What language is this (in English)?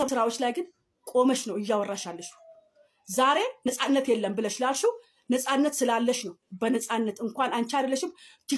Amharic